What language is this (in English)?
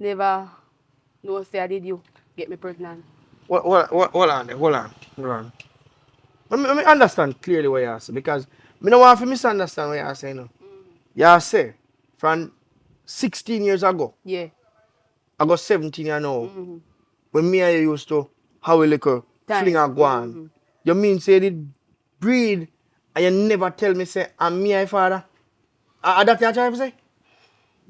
Jamaican Creole English